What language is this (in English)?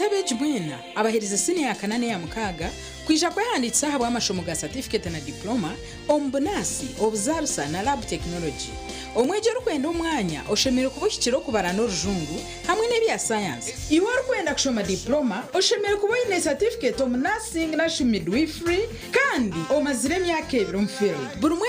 Nyankole